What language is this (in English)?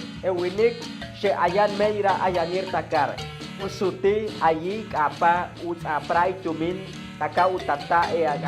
Chortí